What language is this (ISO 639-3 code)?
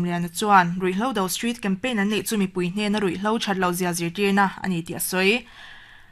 lus